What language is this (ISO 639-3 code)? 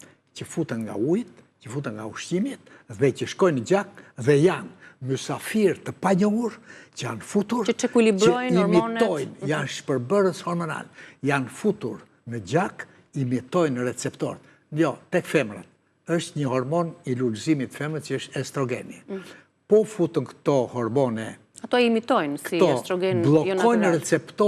sqi